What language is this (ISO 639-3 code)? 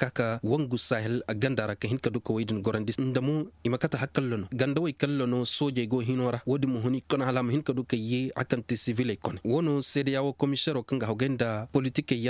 ses